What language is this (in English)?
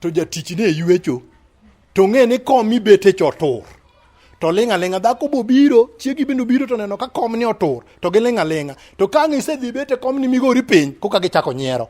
Luo (Kenya and Tanzania)